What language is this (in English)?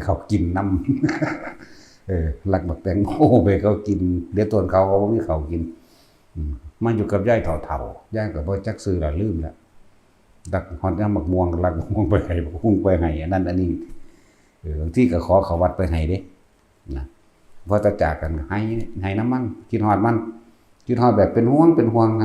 Northeastern Thai